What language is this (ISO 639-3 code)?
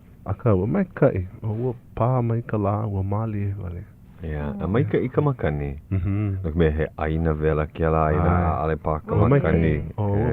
haw